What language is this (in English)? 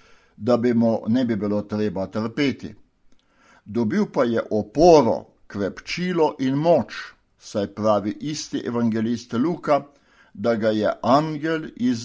Slovenian